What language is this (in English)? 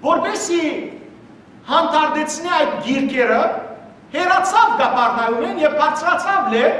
Western Armenian